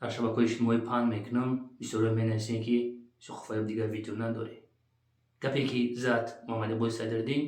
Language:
Tajik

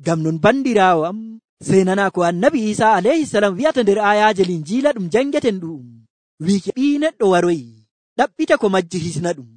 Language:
Nigerian Fulfulde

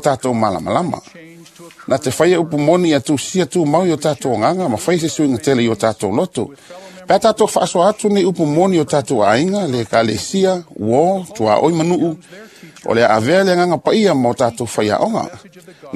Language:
Samoan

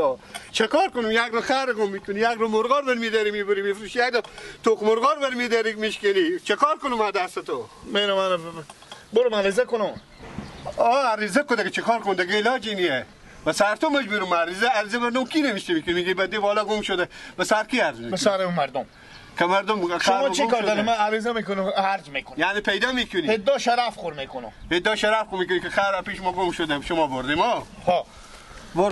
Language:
Persian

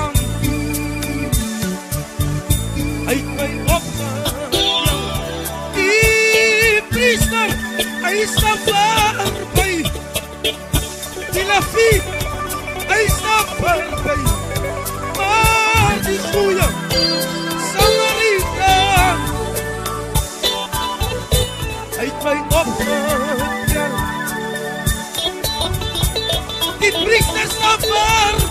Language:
Afrikaans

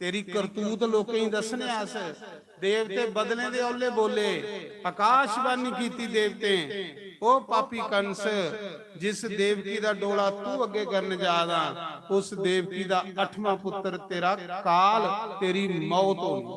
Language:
Dogri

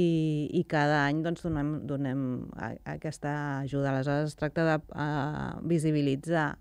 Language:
Catalan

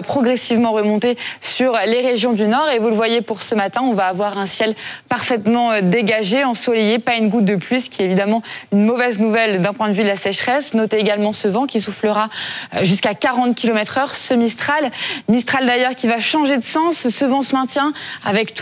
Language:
French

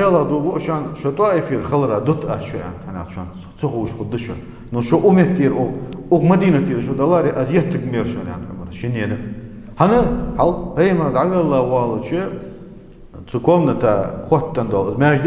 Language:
Ingush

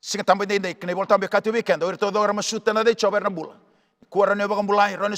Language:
Fijian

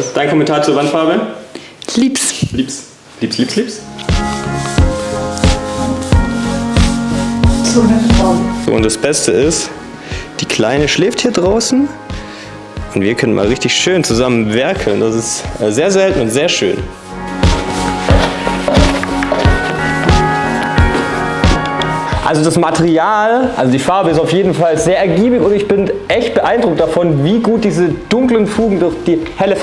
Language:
German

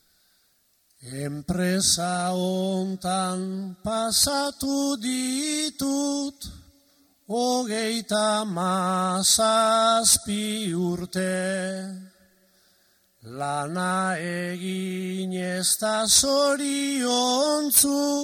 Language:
Basque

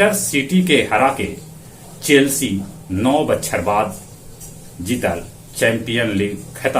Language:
Magahi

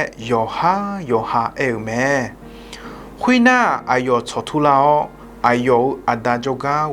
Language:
Akha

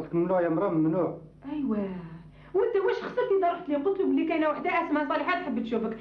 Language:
Algerian Arabic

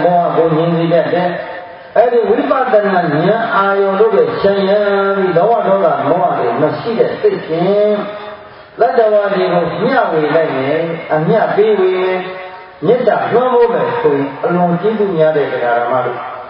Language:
Burmese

